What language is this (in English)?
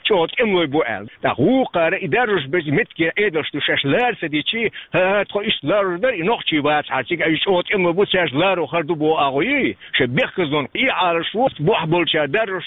Chechen